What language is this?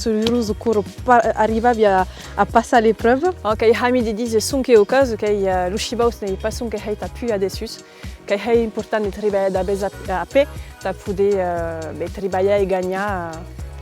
Occitan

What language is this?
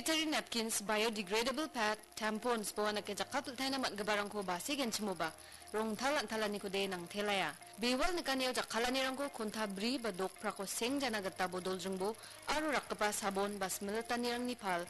Garo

